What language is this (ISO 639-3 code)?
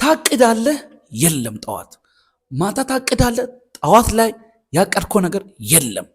amh